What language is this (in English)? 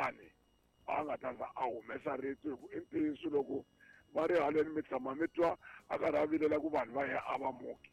Tsonga